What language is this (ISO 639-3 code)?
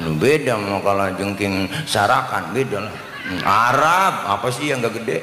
bew